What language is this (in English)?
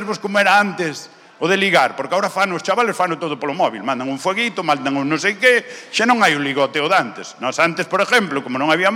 Galician